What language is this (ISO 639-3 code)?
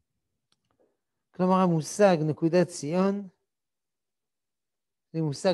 heb